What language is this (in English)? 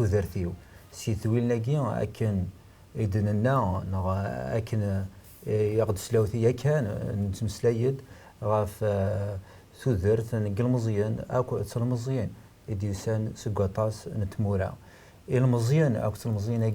Kabyle